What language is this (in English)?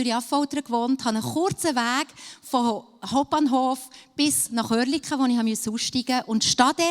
Swiss German